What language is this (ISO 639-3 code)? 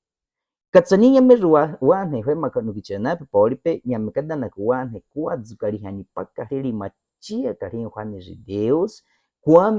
bwi